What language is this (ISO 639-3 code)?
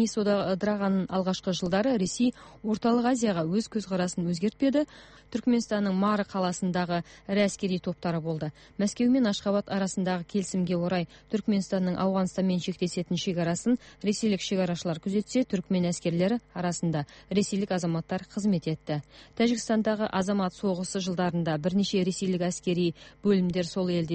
kaz